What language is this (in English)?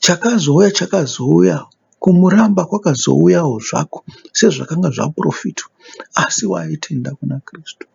Shona